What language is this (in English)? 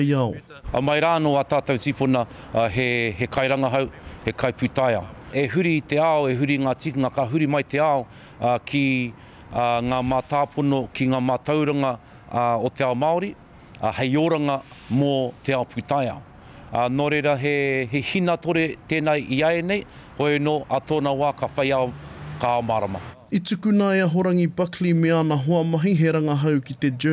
Māori